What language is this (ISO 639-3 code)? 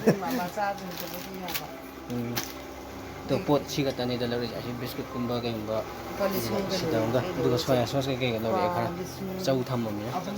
mni